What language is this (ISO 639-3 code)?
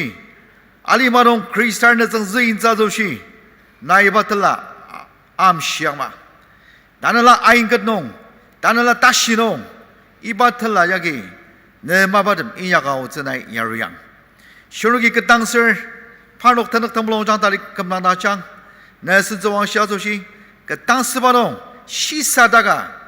njo